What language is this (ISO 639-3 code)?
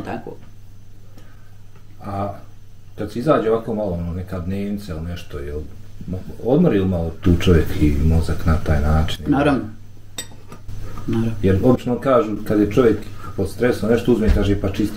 bos